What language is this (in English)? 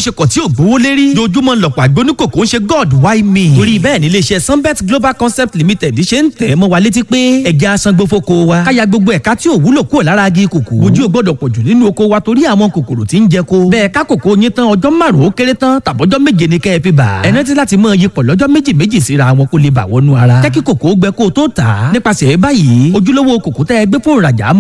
Yoruba